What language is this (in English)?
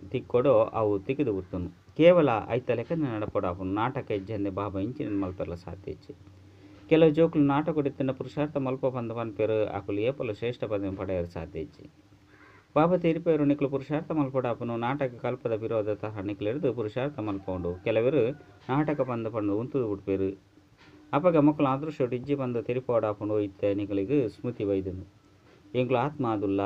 Tulu